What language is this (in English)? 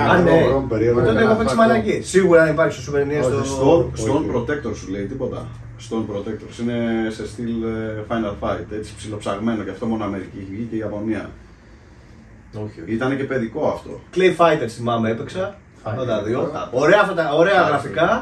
Greek